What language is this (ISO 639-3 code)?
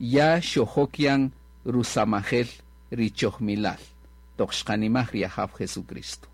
cak